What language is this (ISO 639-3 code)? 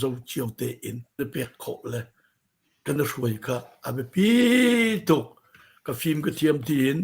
cnh